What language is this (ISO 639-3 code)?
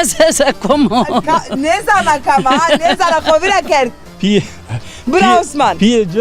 zza